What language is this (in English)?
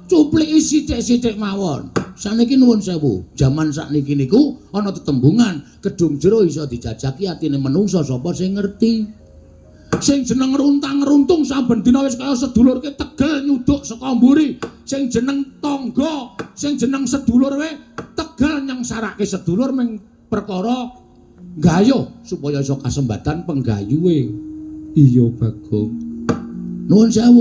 Javanese